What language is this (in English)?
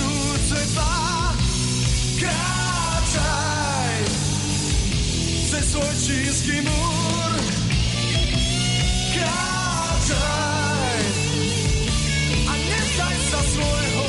Slovak